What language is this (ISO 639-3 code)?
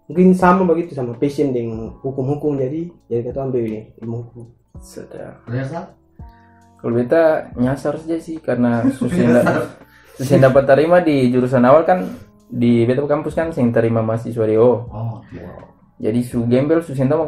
abs